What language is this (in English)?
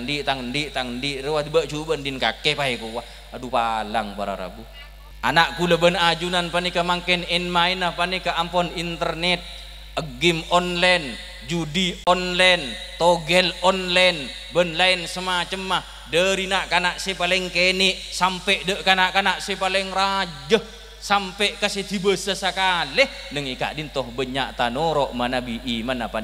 Madurese